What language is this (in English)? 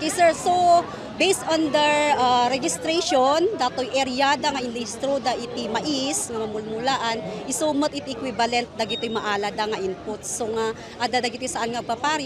Iloko